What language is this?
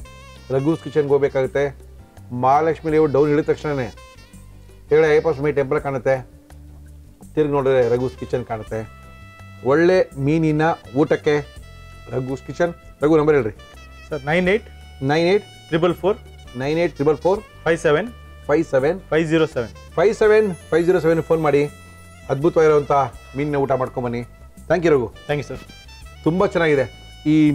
Kannada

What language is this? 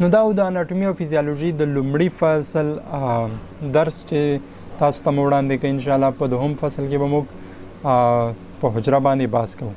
Pashto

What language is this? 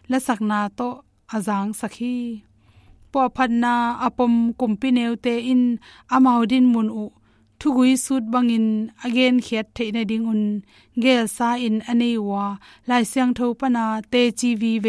Tedim Chin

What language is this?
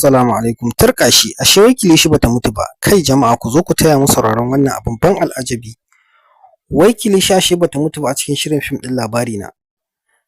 Hausa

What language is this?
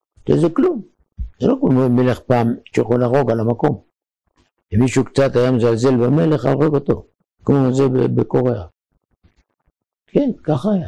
Hebrew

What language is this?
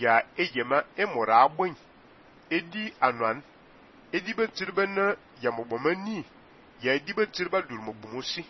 Fang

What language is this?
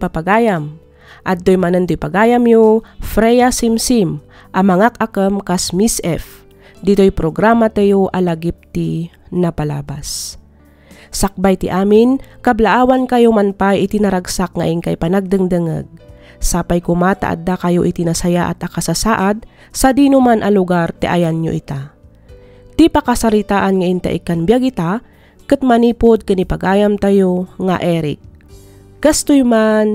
Iloko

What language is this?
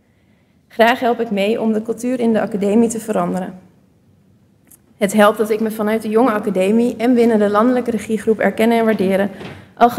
Dutch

